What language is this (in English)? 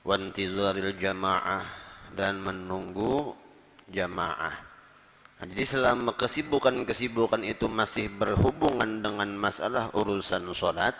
Banjar